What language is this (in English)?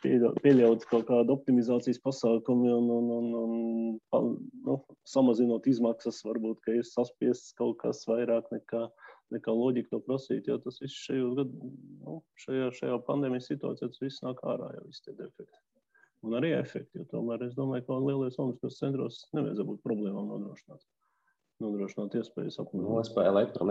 Latvian